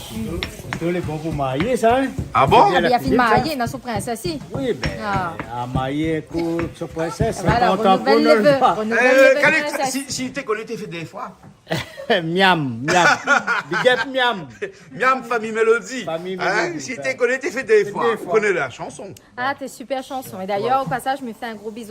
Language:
Réunion Creole French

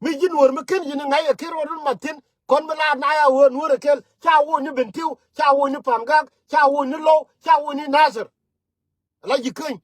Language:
Nuer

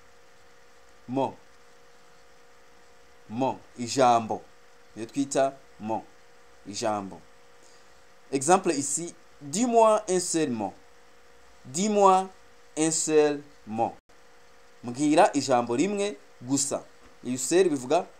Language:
Kinyarwanda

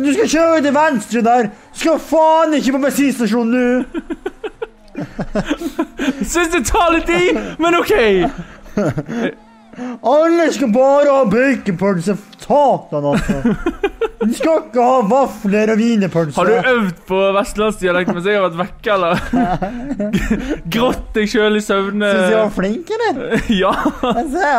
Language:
Norwegian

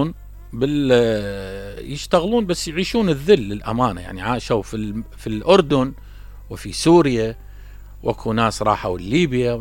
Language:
Mesopotamian Arabic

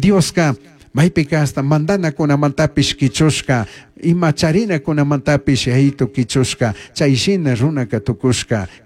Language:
Chimborazo Highland Quichua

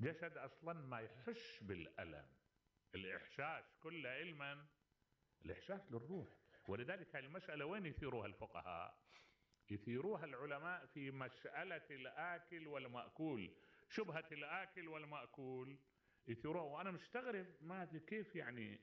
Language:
Mesopotamian Arabic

